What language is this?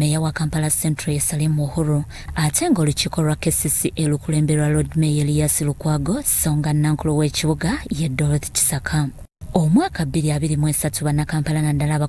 Ganda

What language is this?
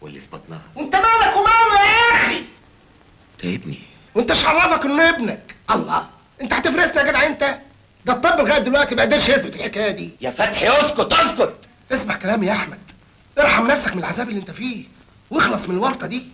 Egyptian Arabic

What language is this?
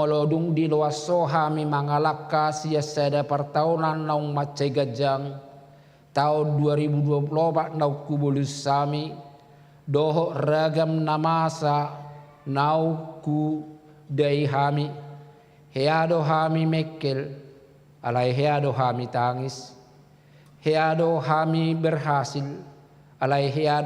Batak Toba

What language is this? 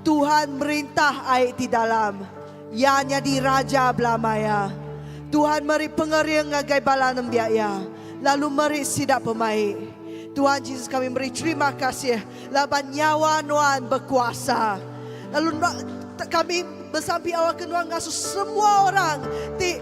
Iban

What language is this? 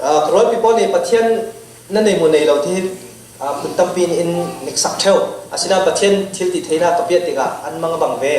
Tedim Chin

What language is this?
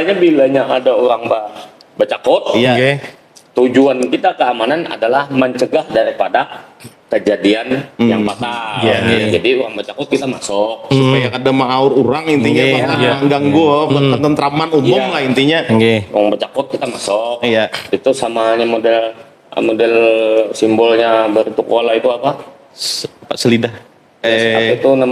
Banjar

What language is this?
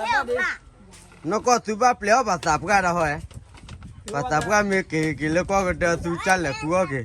S'gaw Karen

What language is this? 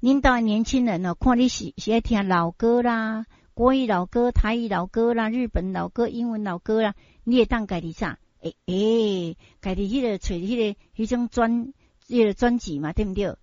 Min Nan Chinese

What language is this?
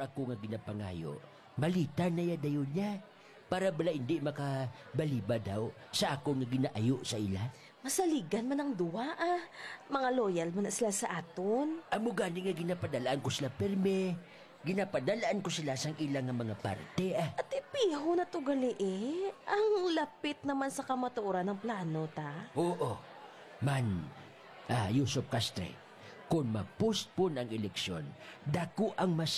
Hiligaynon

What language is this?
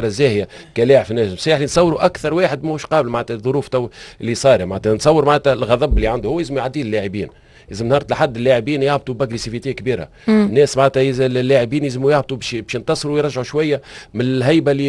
Tunisian Arabic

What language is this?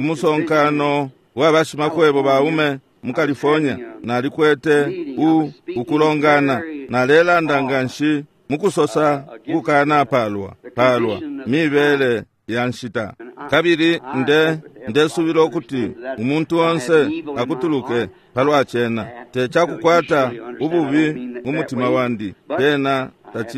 Bemba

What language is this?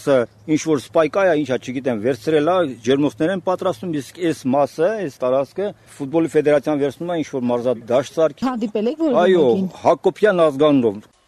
Armenian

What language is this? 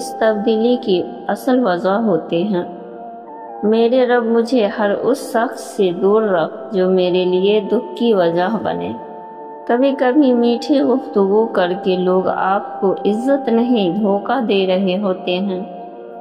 Urdu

